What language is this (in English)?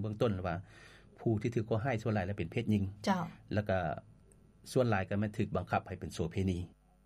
Lao